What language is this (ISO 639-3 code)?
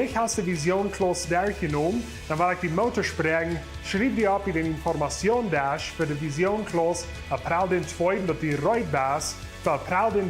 pdt